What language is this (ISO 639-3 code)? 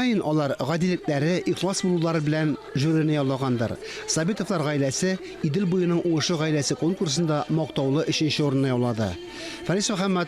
tat